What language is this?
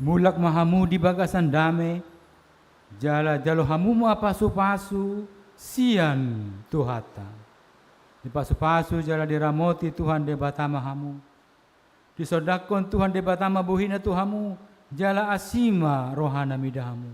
Batak Toba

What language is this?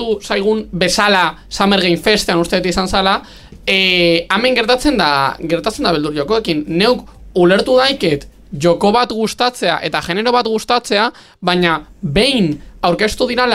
Basque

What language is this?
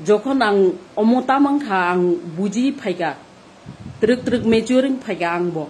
Kok Borok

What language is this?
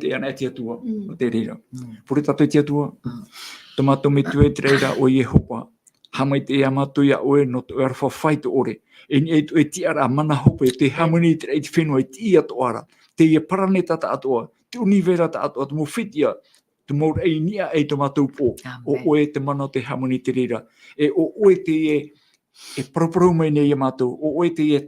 Tahitian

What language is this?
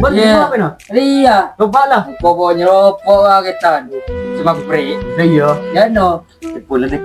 Madurese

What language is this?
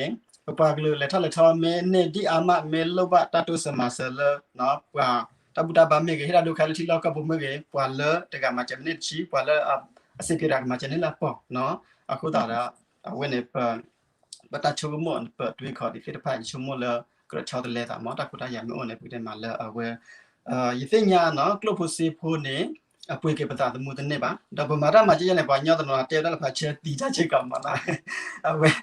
S'gaw Karen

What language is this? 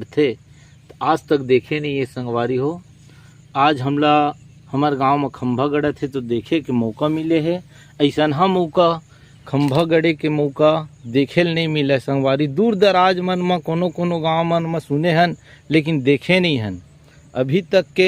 Chhattisgarhi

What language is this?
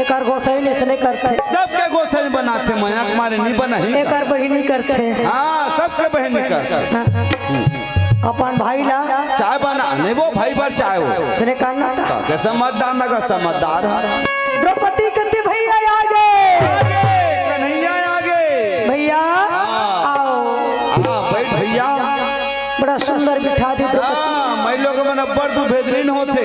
Chhattisgarhi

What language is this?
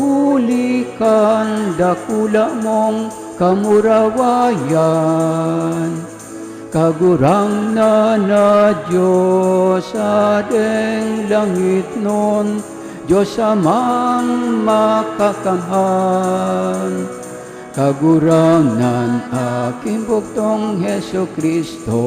Bikol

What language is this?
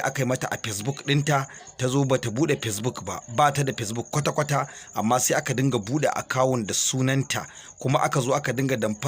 Hausa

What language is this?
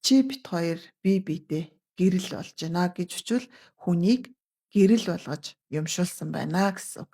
Mongolian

